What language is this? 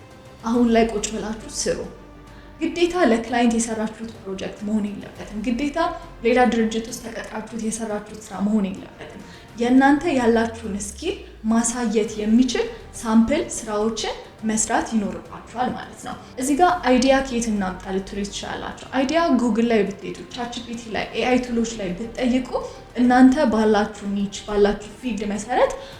Amharic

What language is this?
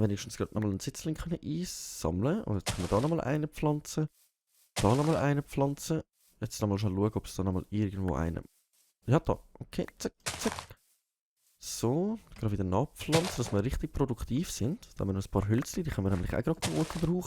Swiss German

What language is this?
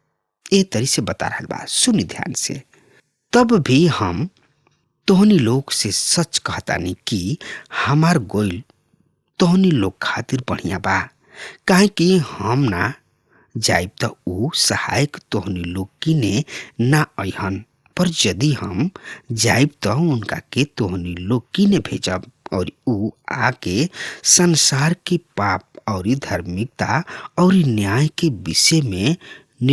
Bhojpuri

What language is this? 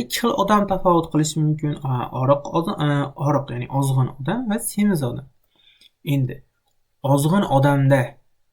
Uzbek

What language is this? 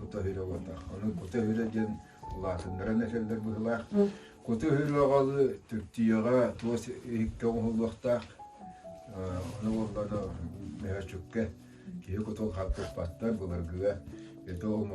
Yakut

